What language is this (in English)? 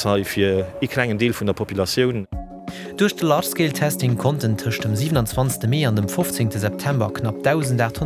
Luxembourgish